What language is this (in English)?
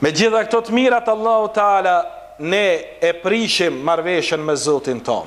Albanian